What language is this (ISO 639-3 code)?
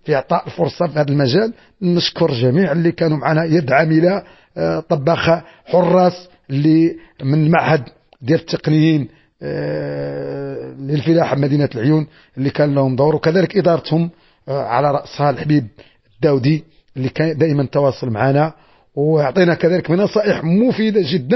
ary